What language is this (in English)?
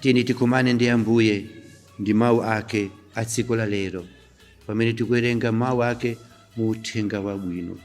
Nyanja